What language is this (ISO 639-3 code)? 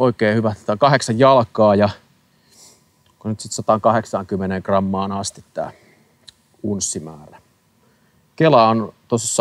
fin